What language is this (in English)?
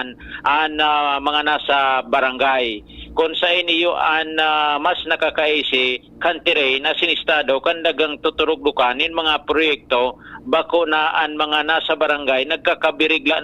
Bikol